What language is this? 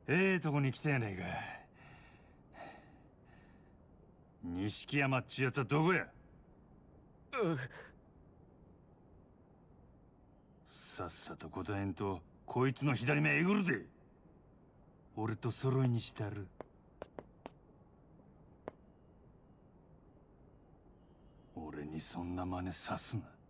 Japanese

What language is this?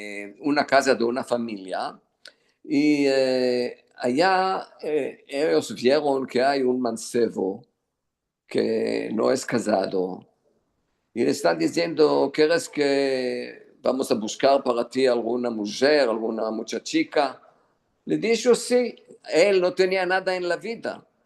Ladino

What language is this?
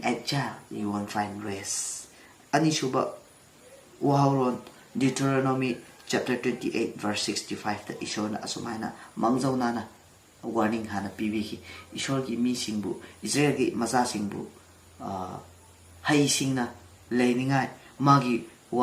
Manipuri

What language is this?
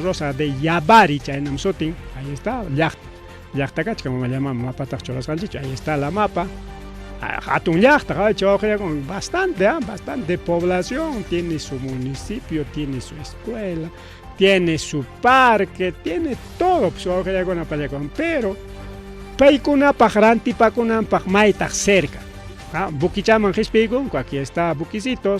Ayacucho Quechua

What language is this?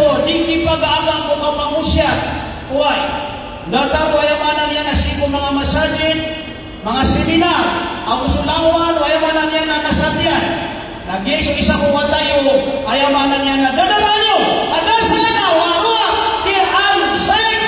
Maranao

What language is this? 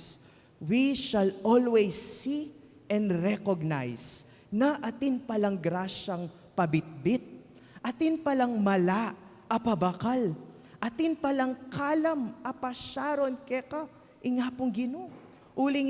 Pampanga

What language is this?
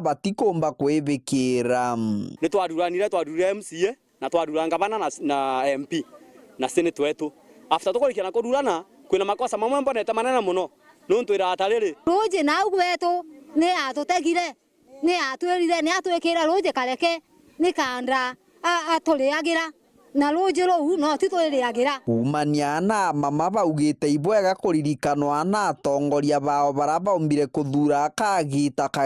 Meru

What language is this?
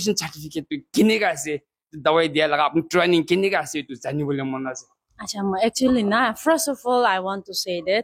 Naga Pidgin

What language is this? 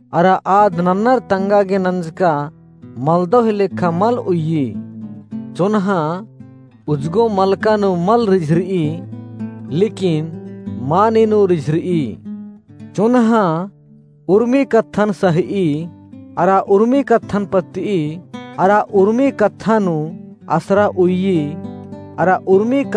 Kurukh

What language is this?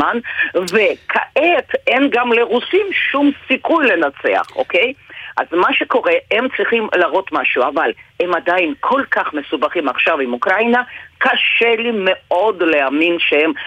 Hebrew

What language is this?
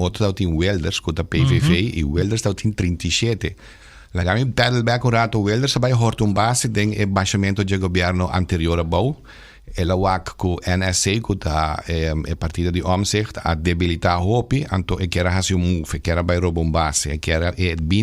Papiamento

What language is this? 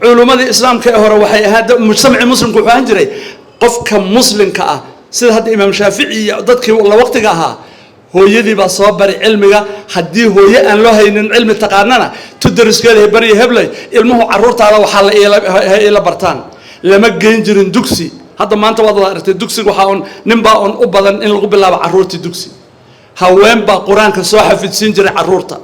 Somali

